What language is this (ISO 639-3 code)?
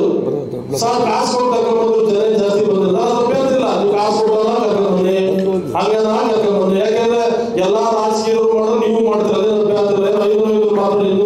kan